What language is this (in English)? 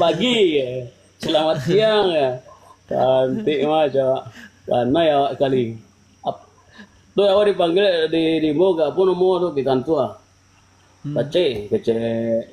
Minangkabau